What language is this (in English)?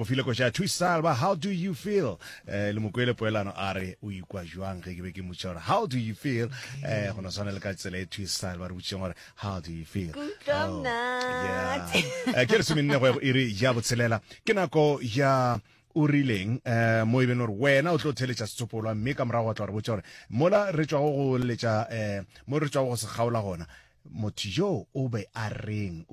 Northern Sotho